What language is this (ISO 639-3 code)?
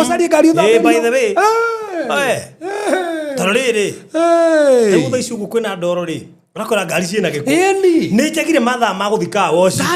kik